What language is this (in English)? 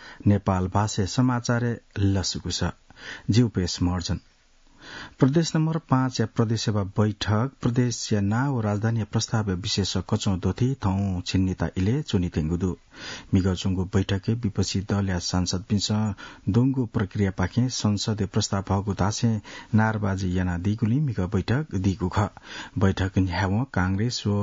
Newari